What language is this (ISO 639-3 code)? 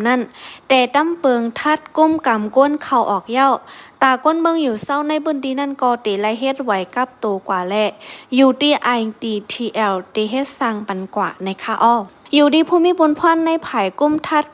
shn